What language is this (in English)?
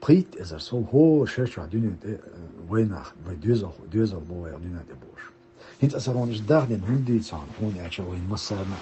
Chechen